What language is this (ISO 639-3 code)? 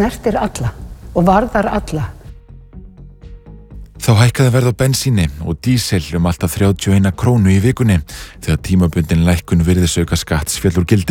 isl